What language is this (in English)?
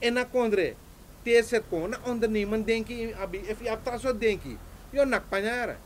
Sranan Tongo